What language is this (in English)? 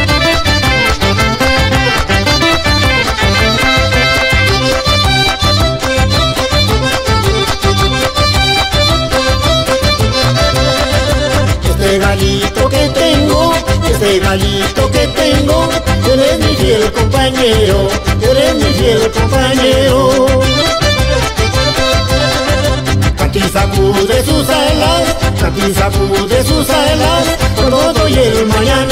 Spanish